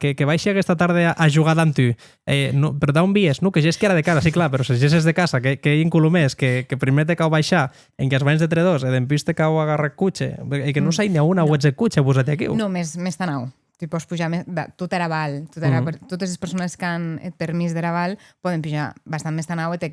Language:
Occitan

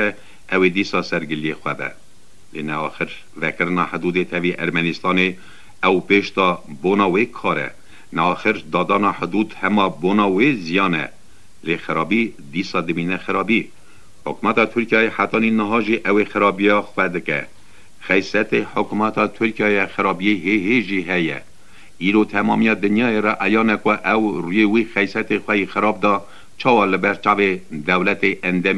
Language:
Kurdish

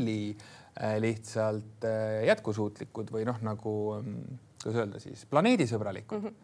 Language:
Estonian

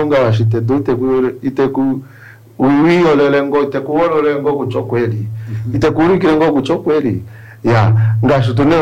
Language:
Kuanyama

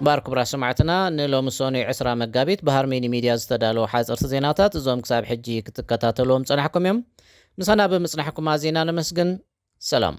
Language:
Tigrinya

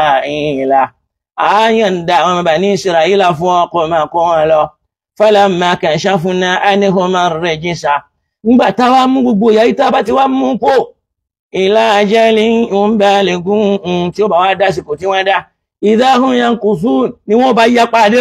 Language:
Yoruba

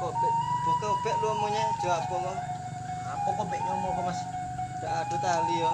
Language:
Minangkabau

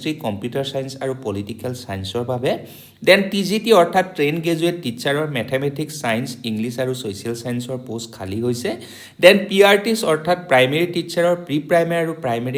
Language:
Assamese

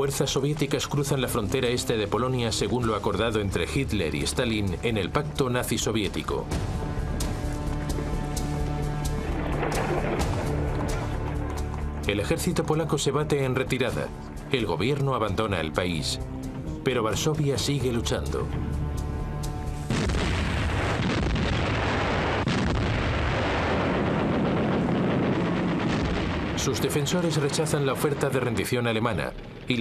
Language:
Spanish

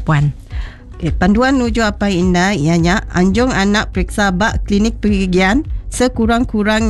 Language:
Iban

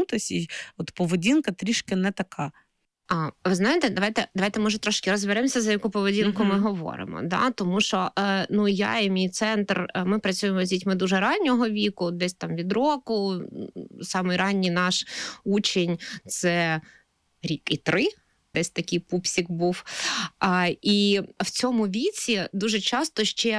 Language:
Ukrainian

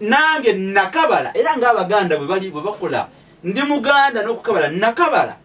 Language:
Ganda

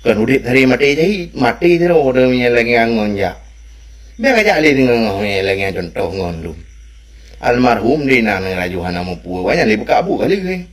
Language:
Achinese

